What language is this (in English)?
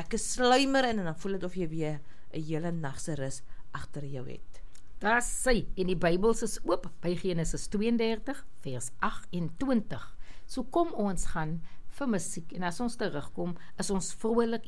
Afrikaans